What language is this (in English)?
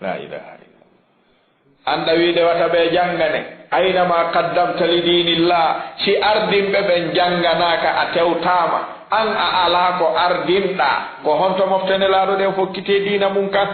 Fula